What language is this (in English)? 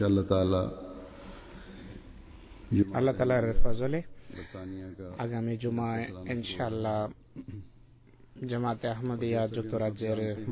Bangla